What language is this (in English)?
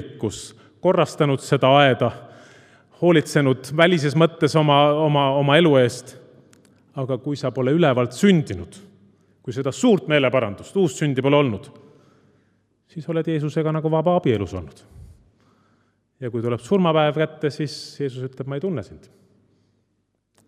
Estonian